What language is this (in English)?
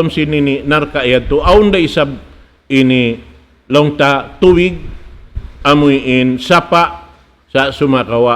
Tausug